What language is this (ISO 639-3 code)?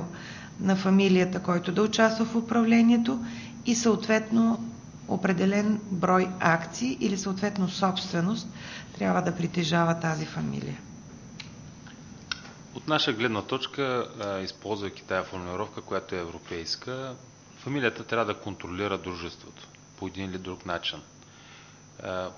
bul